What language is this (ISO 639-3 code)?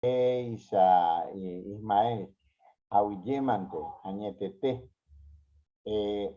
grn